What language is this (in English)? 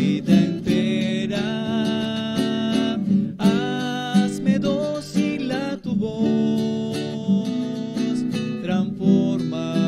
Spanish